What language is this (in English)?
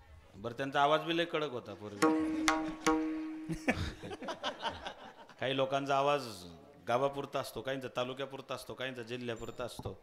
Marathi